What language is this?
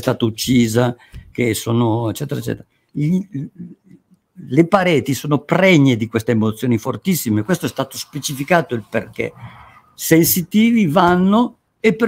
Italian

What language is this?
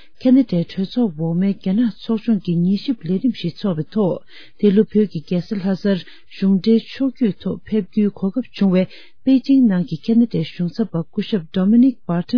Tibetan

